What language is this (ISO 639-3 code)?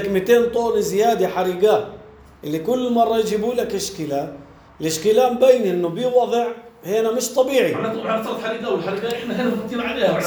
apc